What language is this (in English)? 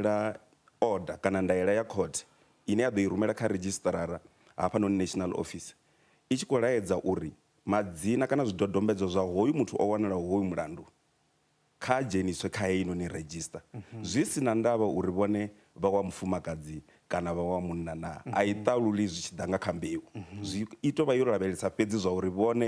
Venda